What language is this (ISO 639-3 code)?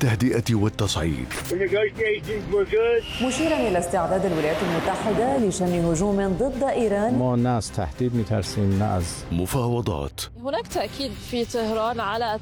ara